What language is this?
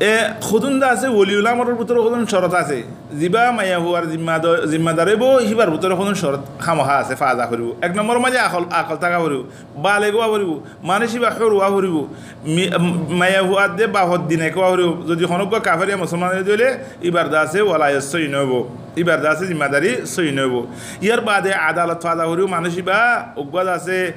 Rohingya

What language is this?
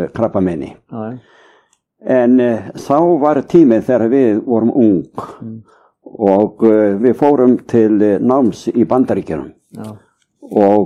Icelandic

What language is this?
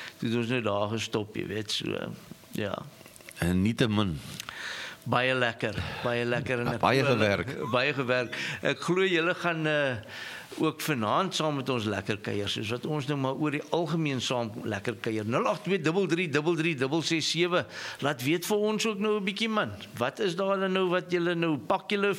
Afrikaans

